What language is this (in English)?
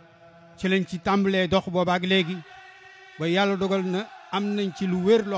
Wolof